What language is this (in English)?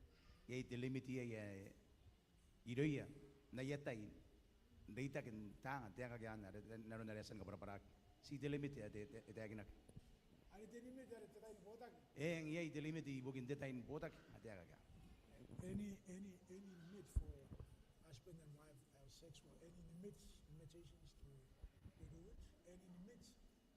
Gilbertese